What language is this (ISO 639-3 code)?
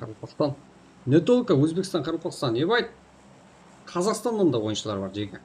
kaa